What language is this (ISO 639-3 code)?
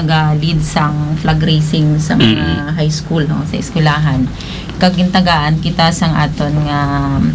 hil